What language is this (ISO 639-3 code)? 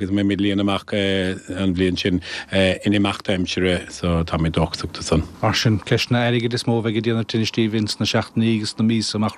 gle